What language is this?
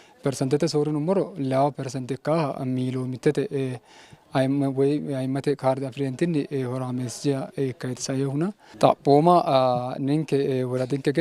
Sidamo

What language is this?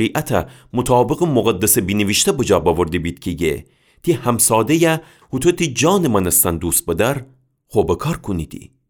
Gilaki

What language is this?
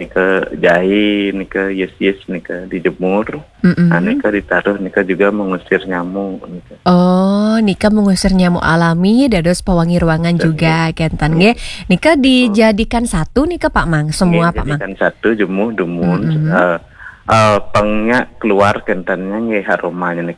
Balinese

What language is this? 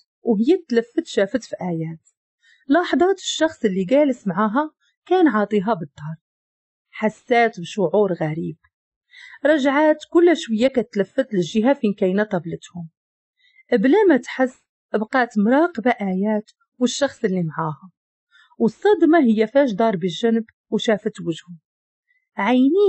Moroccan Arabic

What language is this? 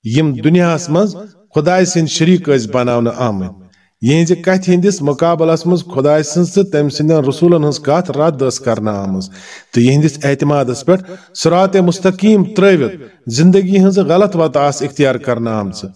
Kashmiri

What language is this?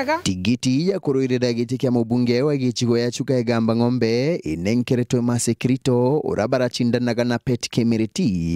Meru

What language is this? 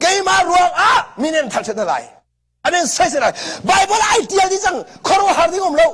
Hakha Chin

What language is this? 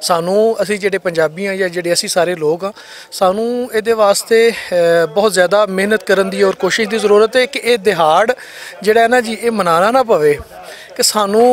Western Panjabi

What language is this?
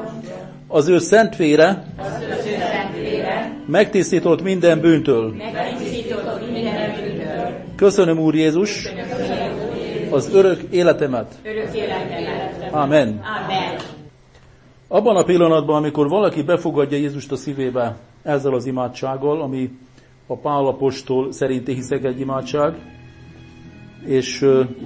Hungarian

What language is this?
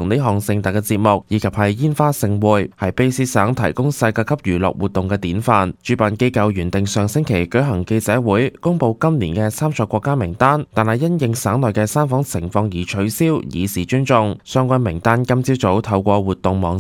Cantonese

